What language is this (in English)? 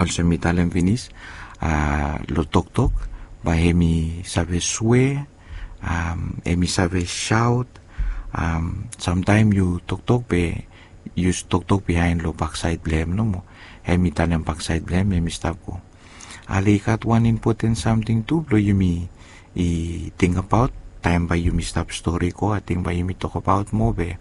Bislama